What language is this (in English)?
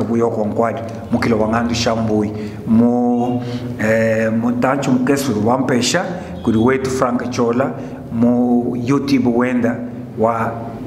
Luba-Lulua